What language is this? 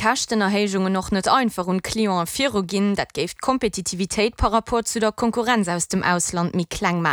Luxembourgish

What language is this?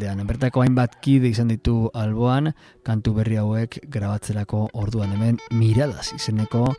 Basque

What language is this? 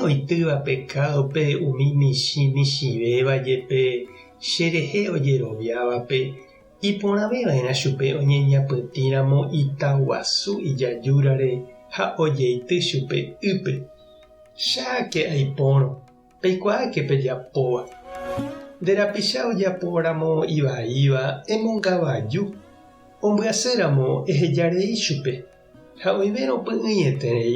Guarani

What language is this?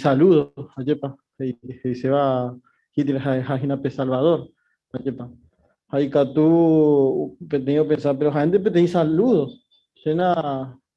Guarani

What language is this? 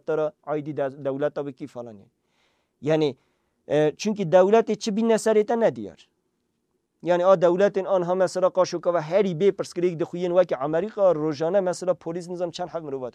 Kurdish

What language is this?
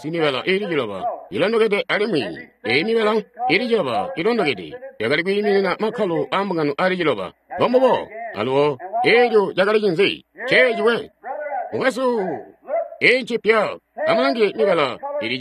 Tonga (Zambia)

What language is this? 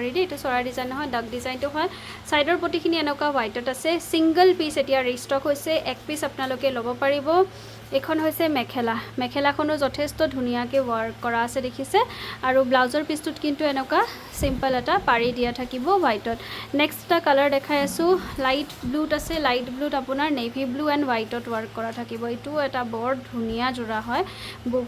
Assamese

